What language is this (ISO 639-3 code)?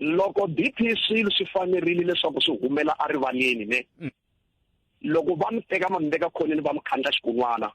tso